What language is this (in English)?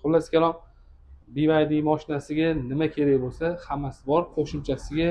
Uzbek